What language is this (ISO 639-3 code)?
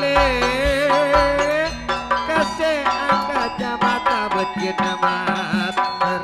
mad